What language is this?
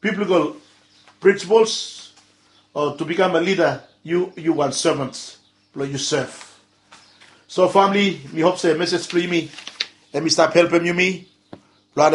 Bislama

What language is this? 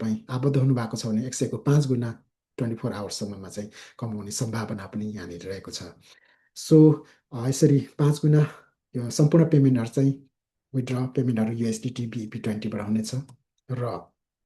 Nepali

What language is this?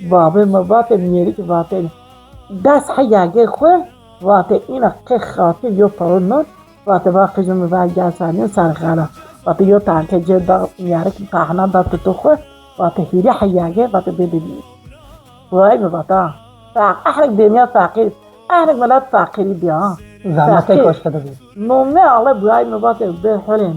Zaza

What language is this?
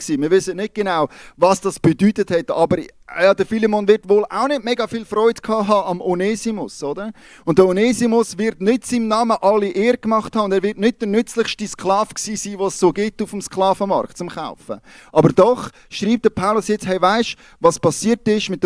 Swiss German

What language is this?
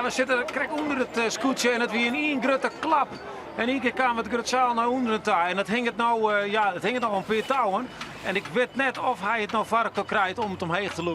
Western Frisian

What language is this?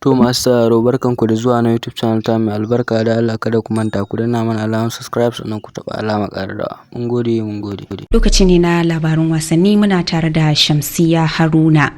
Hausa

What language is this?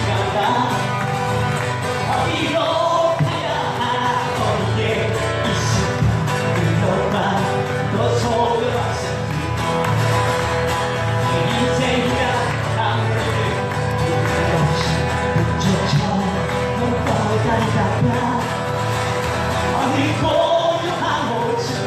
Korean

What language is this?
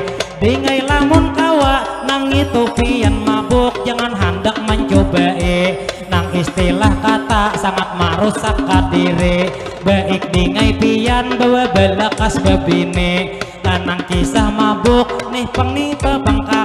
Banjar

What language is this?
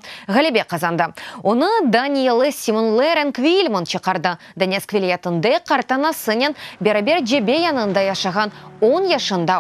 Crimean Tatar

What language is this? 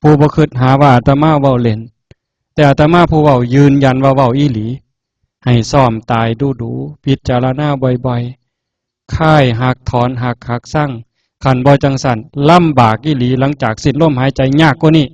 Northeastern Thai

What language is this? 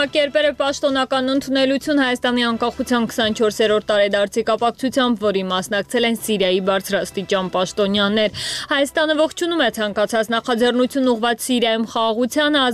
Armenian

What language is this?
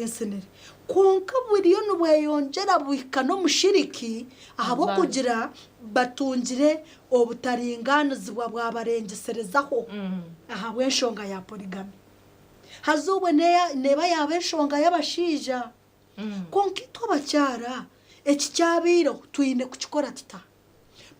Nyankole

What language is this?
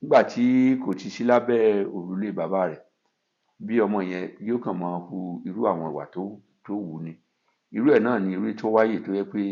Yoruba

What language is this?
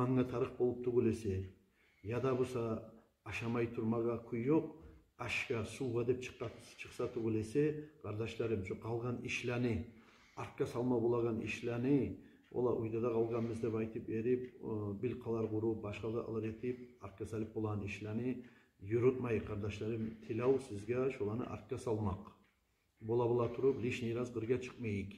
Kumyk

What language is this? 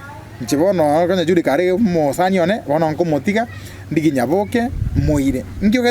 Gusii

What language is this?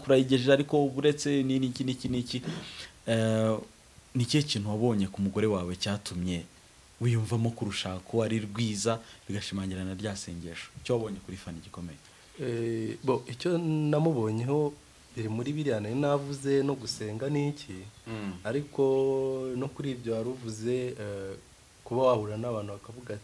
Kinyarwanda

